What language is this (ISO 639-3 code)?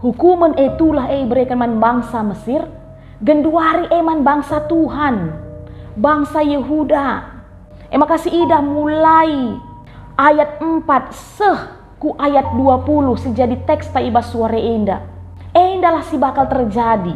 btx